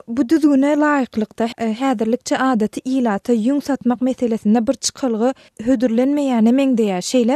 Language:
Turkmen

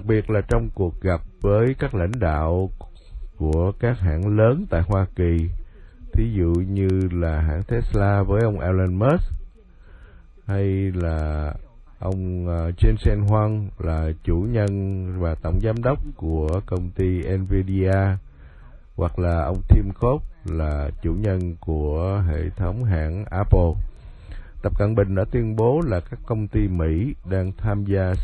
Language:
Vietnamese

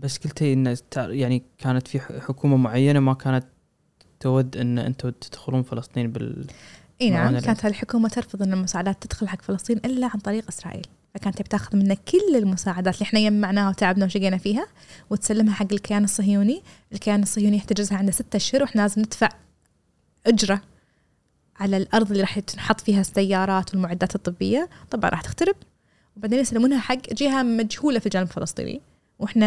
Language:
Gulf Arabic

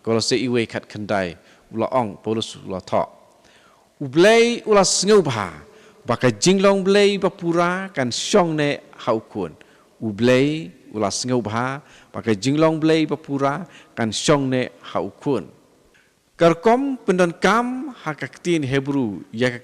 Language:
Khasi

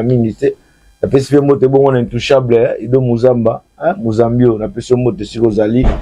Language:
Lingala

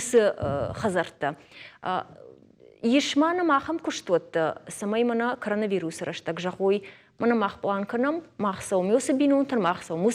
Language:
Ossetic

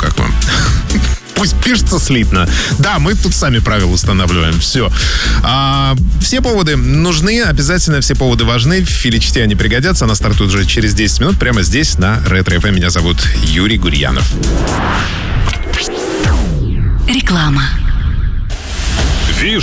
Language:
Russian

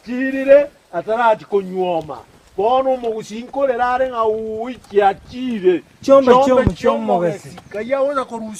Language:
Gusii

